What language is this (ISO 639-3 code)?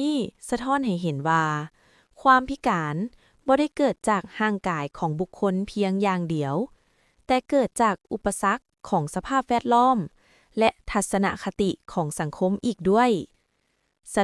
lao